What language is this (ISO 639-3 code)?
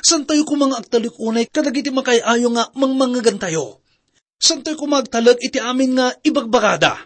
ilo